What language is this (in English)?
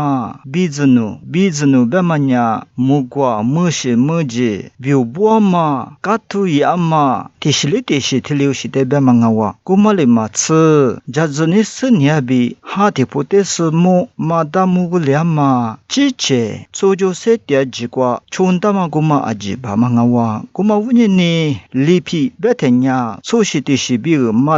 Lisu